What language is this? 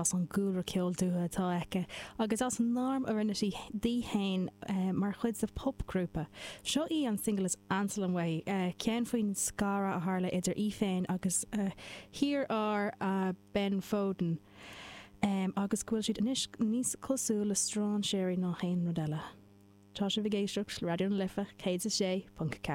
Irish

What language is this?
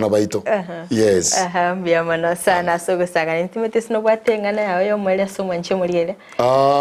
Gusii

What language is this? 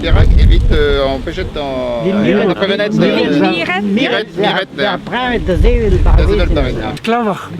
Breton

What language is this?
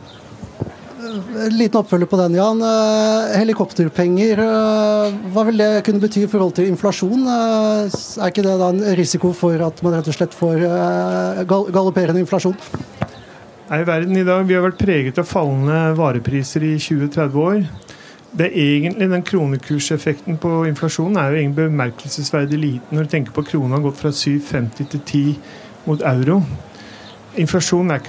Norwegian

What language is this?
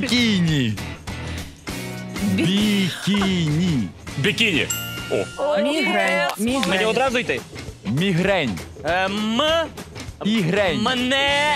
Ukrainian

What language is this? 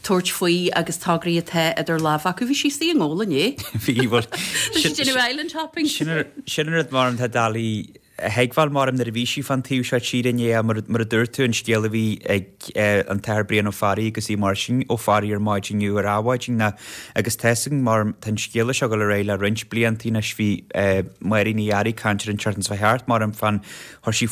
Irish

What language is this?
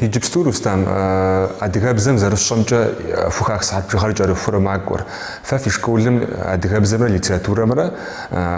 Kabardian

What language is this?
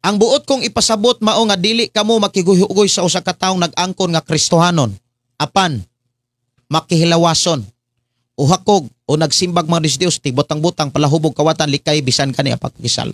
Cebuano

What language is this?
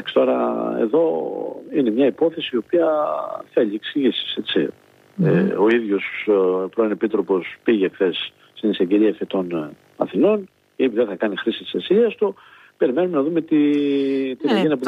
Greek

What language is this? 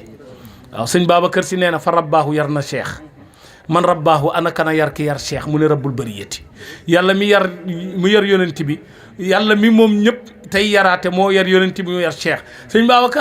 Wolof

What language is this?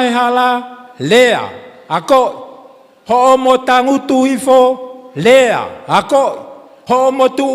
Tongan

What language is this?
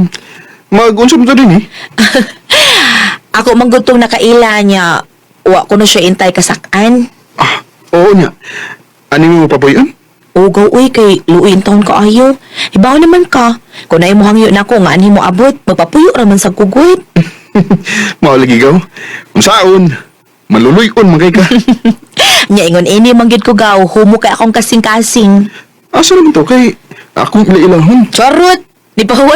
Cebuano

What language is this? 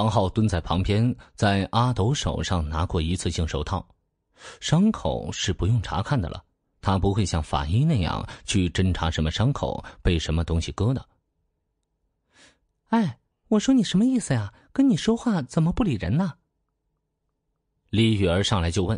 Chinese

